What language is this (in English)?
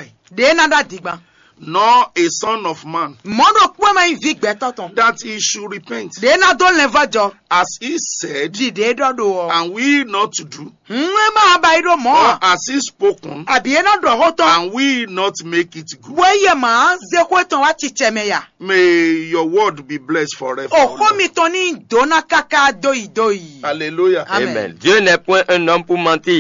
Fon